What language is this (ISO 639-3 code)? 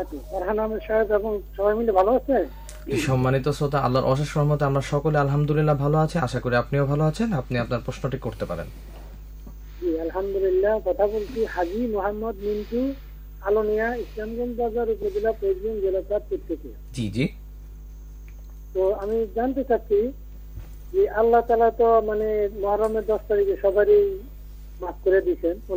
ben